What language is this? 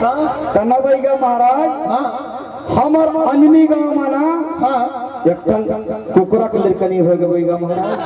Chhattisgarhi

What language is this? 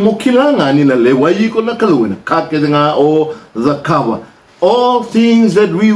Fijian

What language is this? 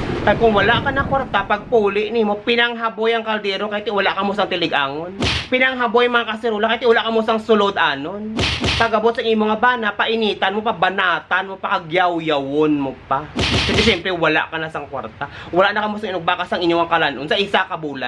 Hiligaynon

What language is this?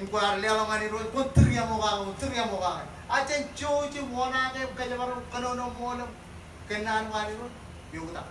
Marshallese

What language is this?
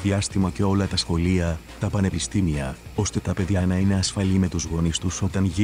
Greek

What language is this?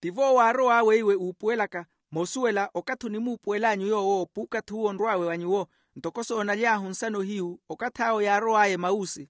Makhuwa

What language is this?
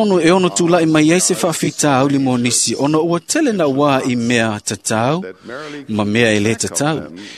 Samoan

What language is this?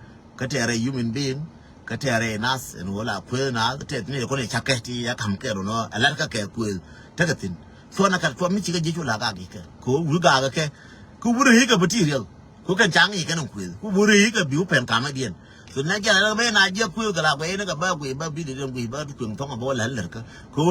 Nuer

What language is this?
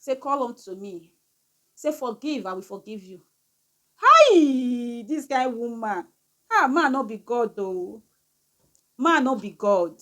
Nigerian Pidgin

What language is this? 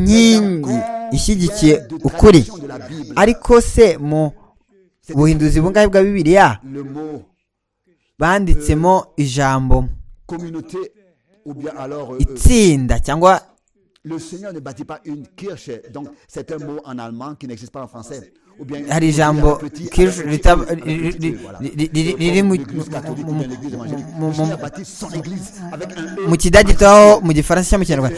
Kinyarwanda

